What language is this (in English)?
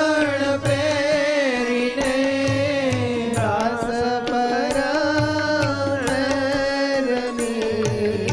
Gujarati